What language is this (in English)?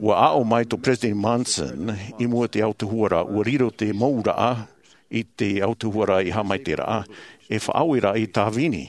Tahitian